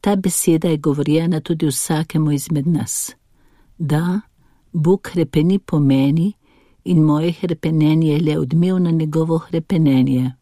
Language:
Slovenian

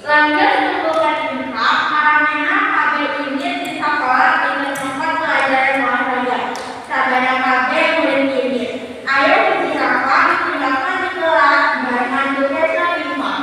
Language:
Sundanese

